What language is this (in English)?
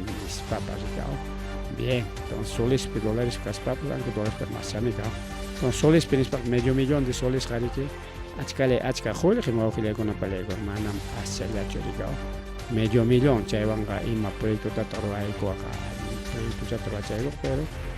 Ayacucho Quechua